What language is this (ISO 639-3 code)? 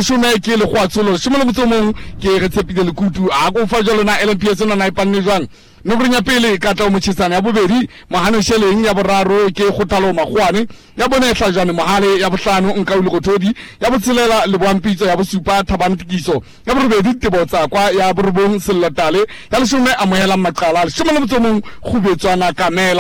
sot